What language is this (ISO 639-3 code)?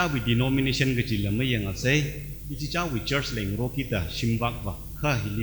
nmf